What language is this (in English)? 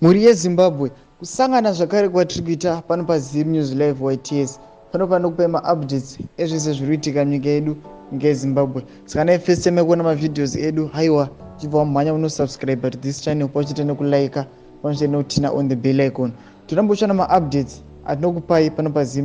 Shona